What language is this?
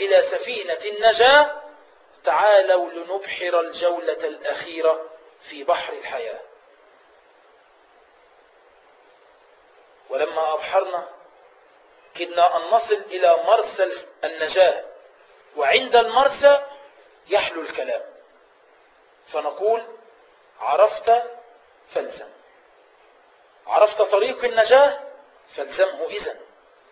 Arabic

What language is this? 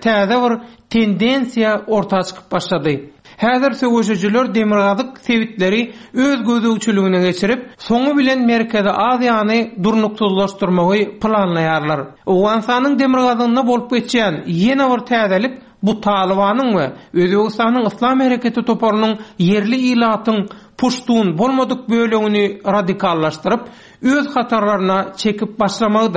Turkmen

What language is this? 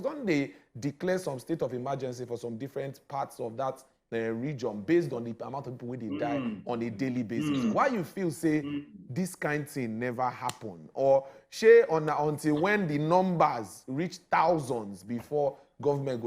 Nigerian Pidgin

